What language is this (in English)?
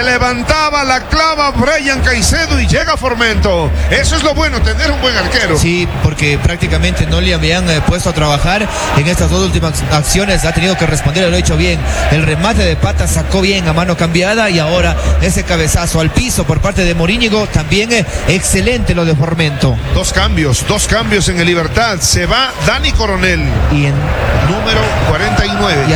Spanish